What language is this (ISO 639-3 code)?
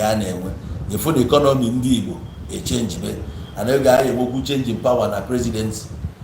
ibo